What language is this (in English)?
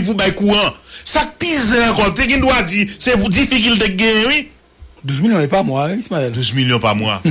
Haitian Creole